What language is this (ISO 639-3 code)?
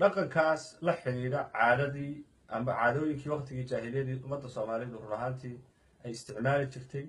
som